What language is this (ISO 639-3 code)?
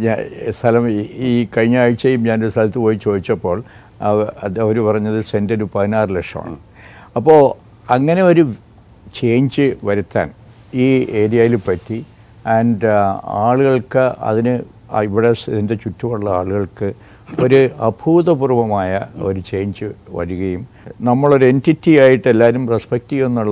mal